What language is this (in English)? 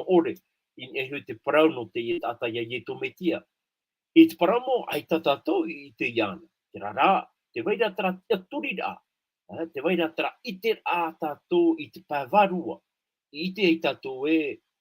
Tahitian